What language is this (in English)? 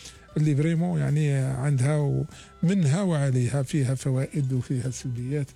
Algerian Arabic